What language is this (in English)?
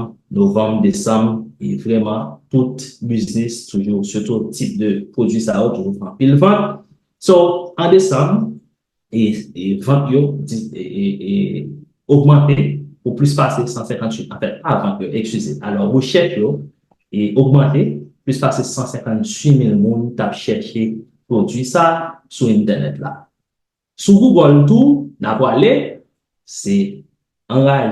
Haitian Creole